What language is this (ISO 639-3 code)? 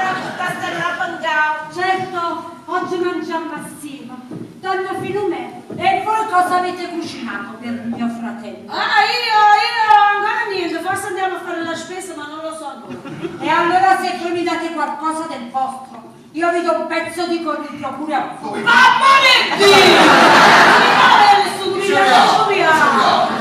nap